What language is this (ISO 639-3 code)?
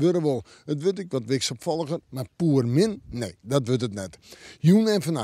fry